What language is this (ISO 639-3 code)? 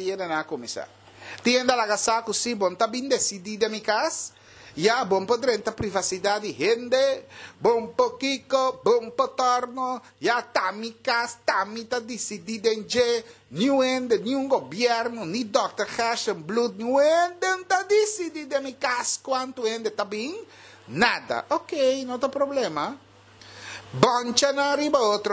pap